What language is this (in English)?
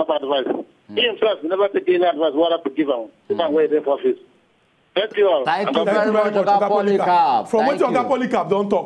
Nigerian Pidgin